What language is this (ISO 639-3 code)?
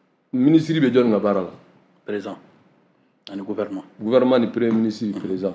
bam